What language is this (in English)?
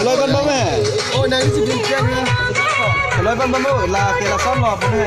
Karbi